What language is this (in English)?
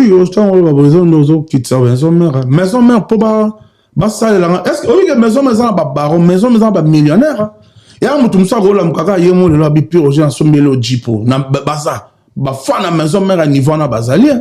Lingala